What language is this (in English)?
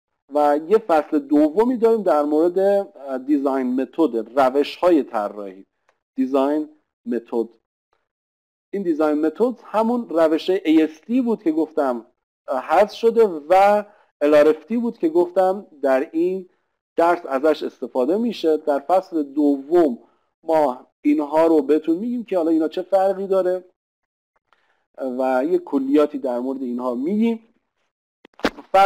Persian